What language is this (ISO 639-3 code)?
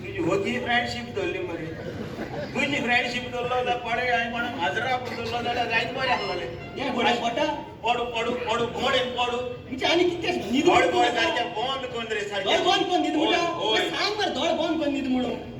kok